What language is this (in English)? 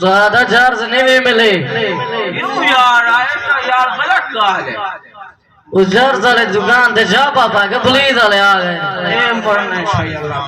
Saraiki